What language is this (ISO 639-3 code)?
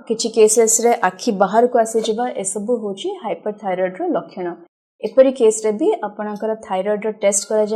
ori